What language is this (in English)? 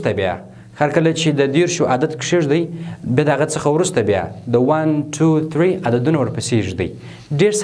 Pashto